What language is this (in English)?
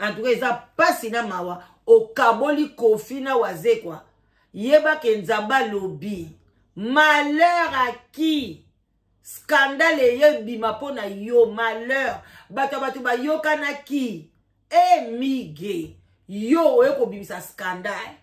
Lingala